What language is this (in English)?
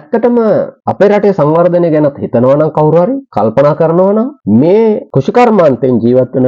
Sinhala